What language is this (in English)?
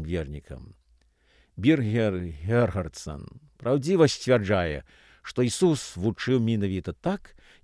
Belarusian